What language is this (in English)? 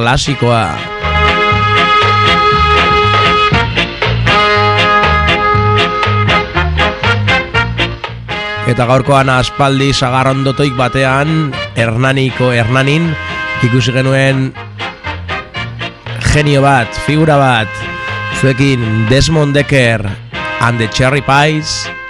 Basque